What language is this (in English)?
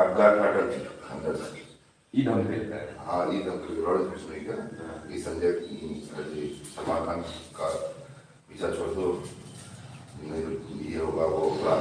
Maithili